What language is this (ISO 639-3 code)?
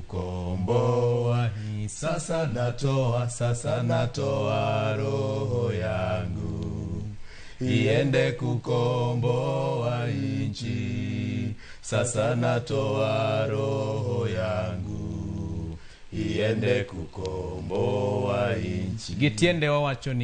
luo